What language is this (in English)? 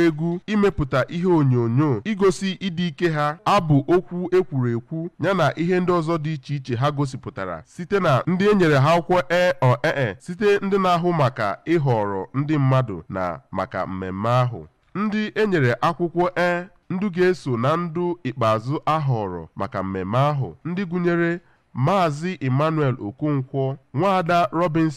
Igbo